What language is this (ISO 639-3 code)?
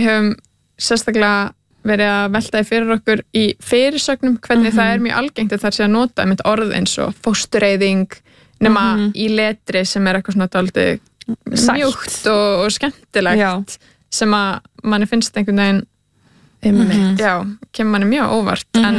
isl